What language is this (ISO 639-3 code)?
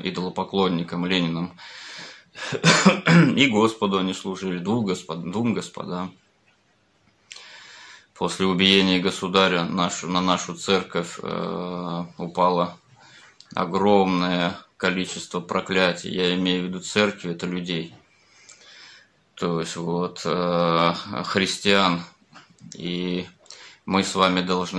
rus